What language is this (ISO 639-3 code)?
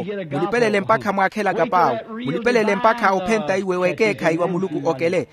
vmw